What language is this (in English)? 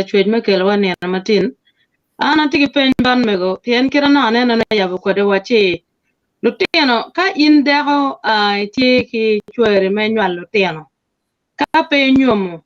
Acoli